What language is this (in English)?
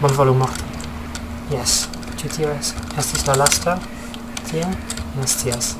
Esperanto